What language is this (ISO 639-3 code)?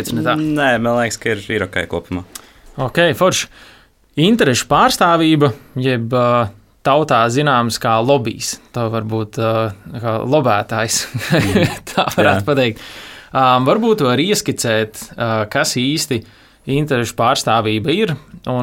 lav